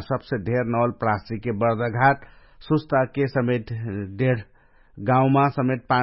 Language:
Dangaura Tharu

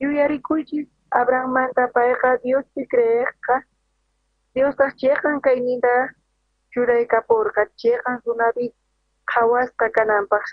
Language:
South Bolivian Quechua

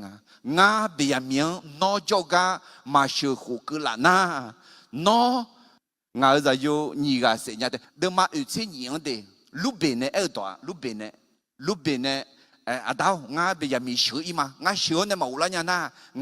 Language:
Akha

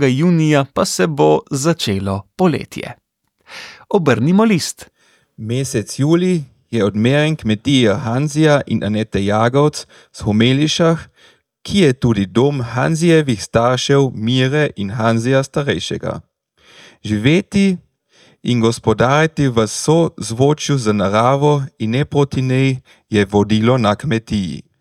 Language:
Slovenian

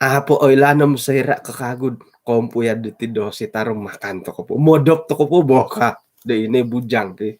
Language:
Central Dusun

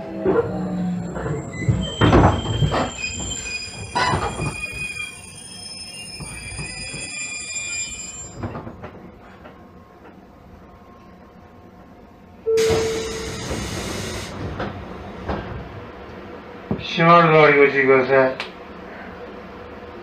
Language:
Japanese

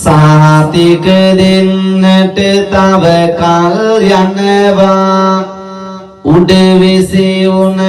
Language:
Sinhala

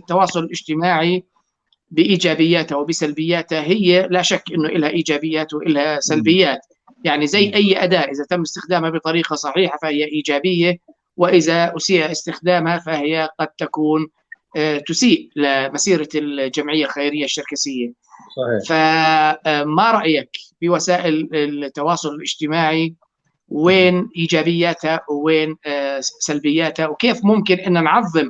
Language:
North Levantine Arabic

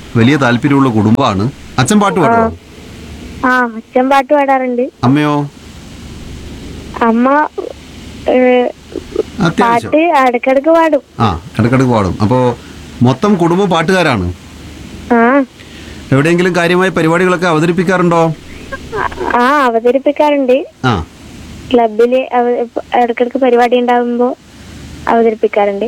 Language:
Malayalam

